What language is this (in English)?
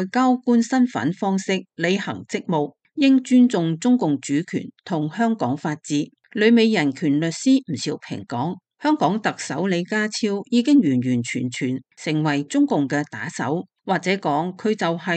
Cantonese